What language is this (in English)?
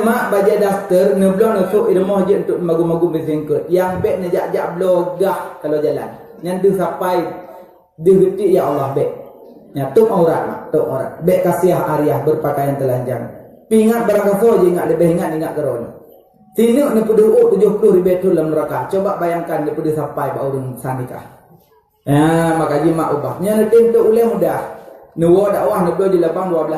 Achinese